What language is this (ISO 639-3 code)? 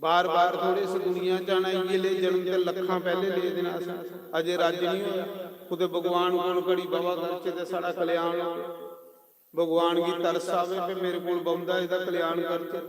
doi